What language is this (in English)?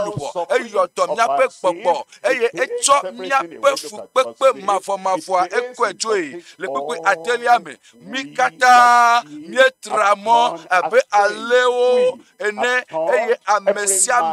Ewe